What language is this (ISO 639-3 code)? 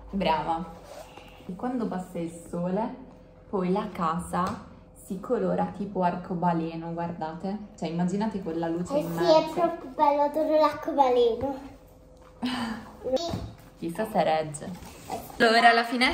ita